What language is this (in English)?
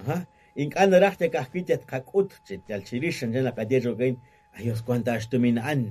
Kekchí